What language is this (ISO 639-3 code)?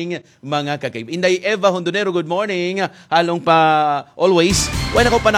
hil